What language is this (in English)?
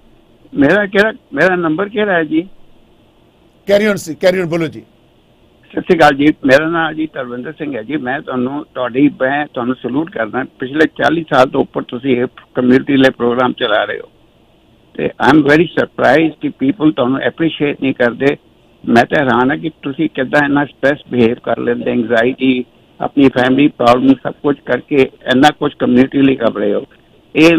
Punjabi